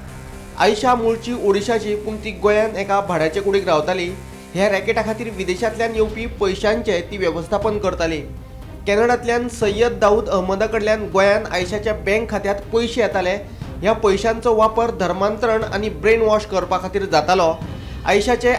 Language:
Konkani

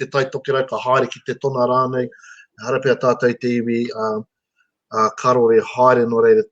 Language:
Māori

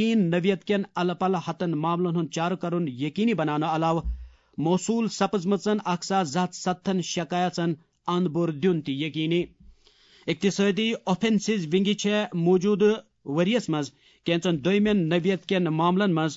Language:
Kashmiri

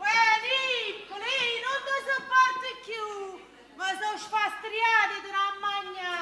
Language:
Neapolitan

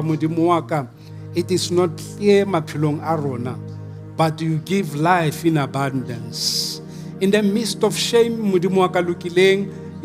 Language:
Southern Sotho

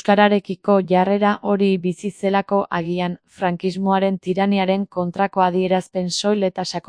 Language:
Basque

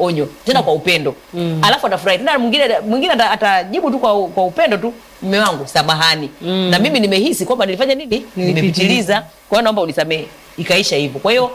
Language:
Swahili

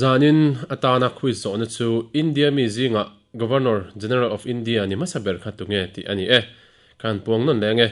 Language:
Mizo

